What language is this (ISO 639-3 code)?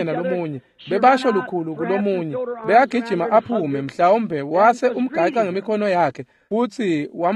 ssw